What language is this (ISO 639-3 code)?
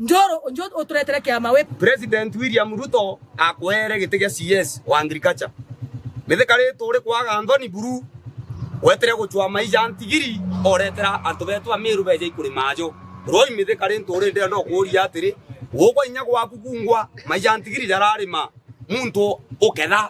mer